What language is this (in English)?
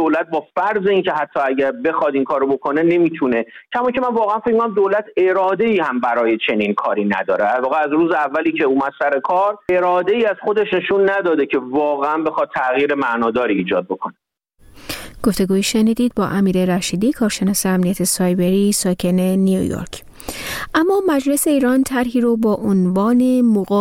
Persian